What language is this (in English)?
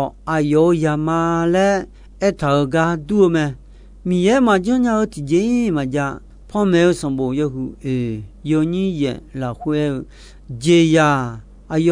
Akha